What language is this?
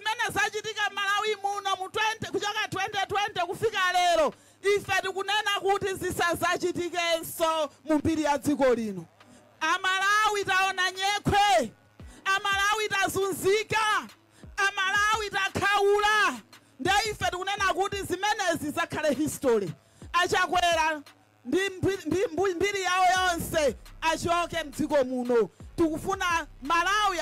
Nyanja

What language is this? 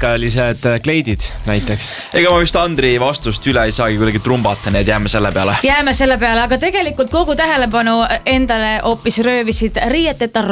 Estonian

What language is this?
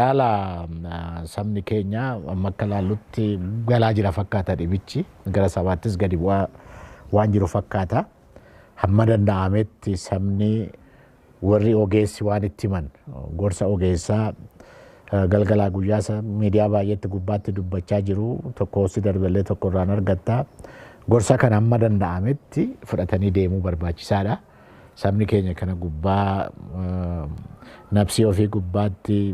Oromo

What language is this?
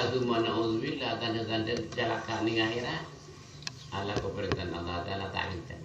Madurese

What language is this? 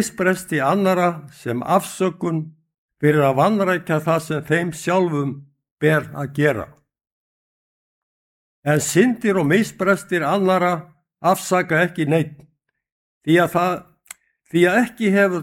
Icelandic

